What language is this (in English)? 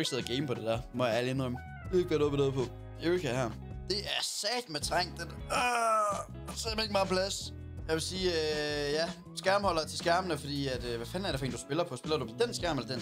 Danish